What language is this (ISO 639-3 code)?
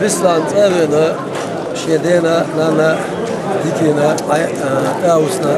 che